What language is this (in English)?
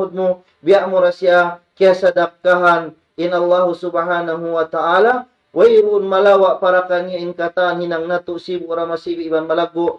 Tausug